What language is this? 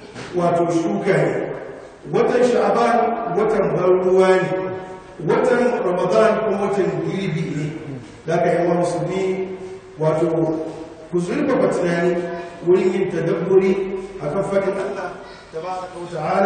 Hausa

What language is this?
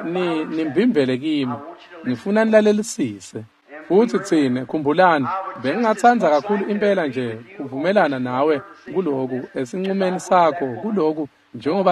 Swati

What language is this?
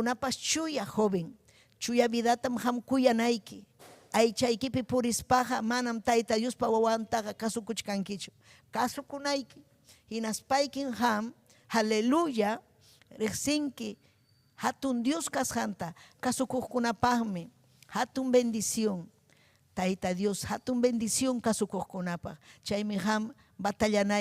Ayacucho Quechua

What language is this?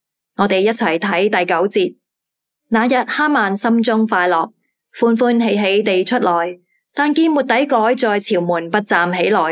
Cantonese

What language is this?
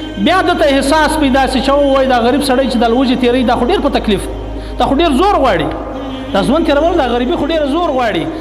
Pashto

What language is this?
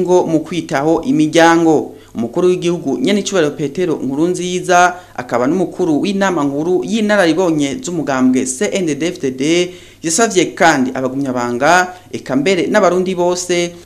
Rundi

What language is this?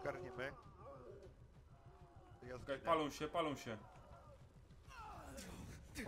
Polish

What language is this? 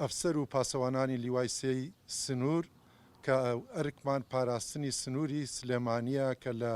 Central Kurdish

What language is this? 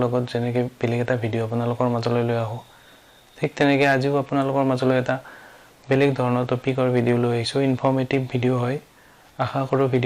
Assamese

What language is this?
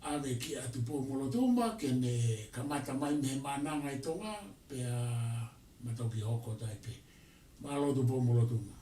Tongan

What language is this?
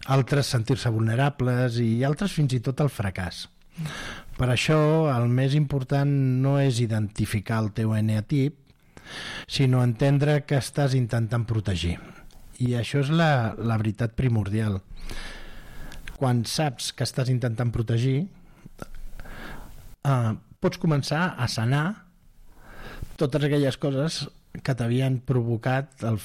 Catalan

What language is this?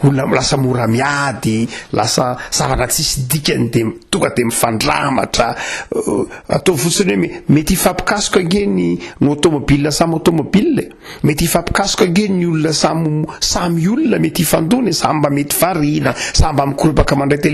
Malagasy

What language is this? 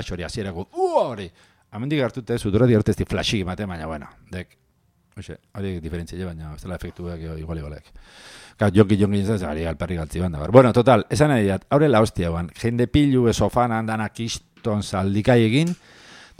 Basque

